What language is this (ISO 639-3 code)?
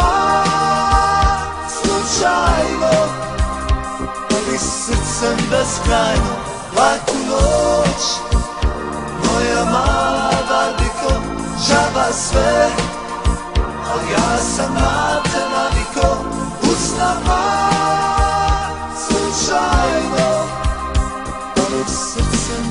hrv